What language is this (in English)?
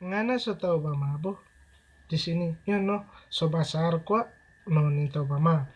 Manado Malay